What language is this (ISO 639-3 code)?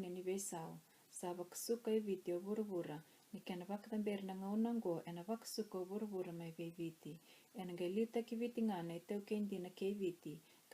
fij